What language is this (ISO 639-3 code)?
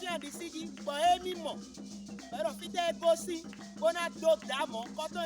fon